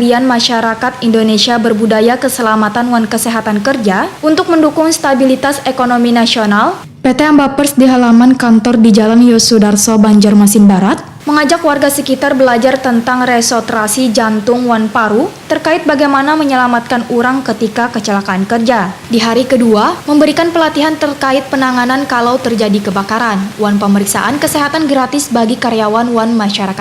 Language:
Banjar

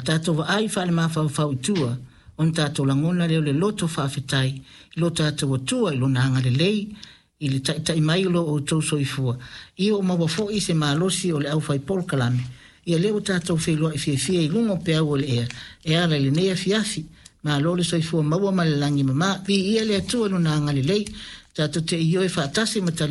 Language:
Samoan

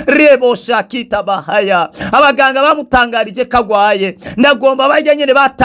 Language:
Rundi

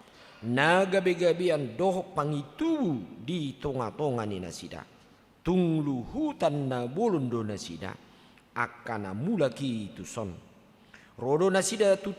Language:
Batak Toba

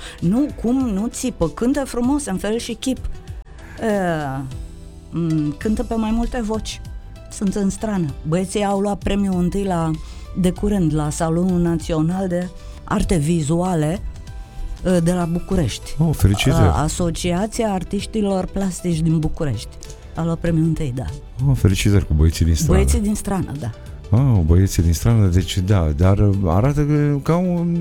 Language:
Romanian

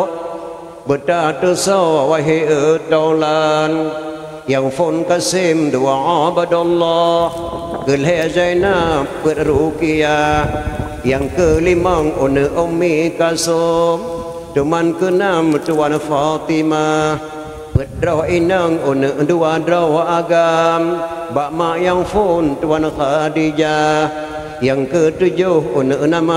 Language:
Achinese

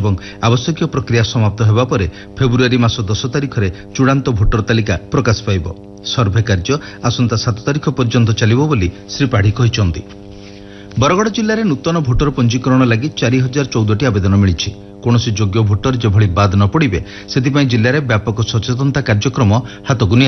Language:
Odia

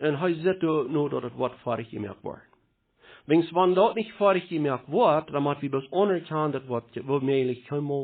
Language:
Plautdietsch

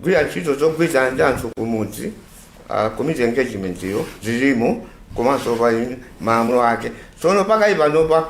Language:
Nyanja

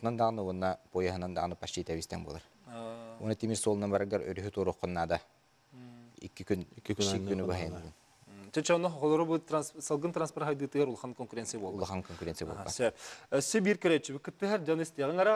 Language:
Yakut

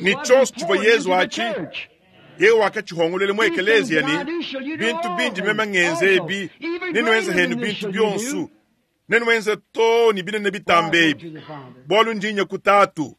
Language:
Luba-Lulua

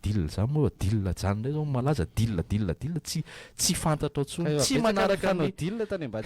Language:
Malagasy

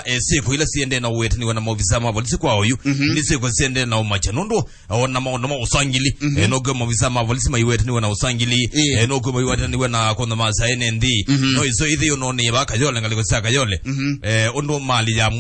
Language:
Kamba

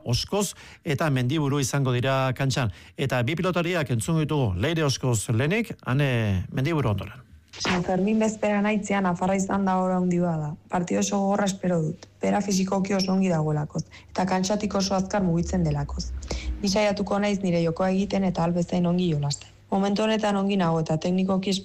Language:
Basque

